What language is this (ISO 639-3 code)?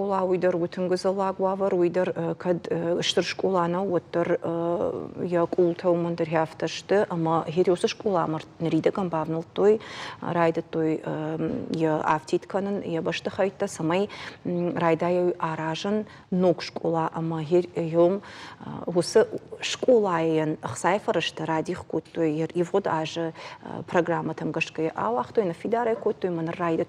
oss